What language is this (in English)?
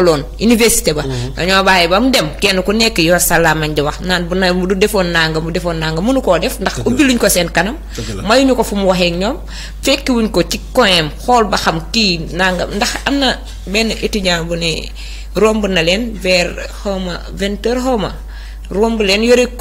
Wolof